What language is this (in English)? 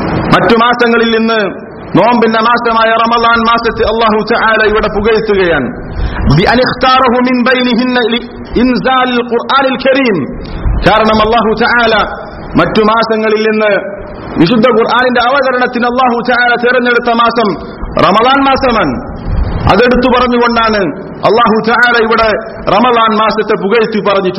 Malayalam